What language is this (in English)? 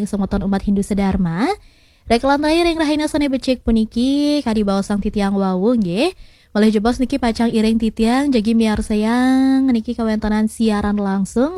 Balinese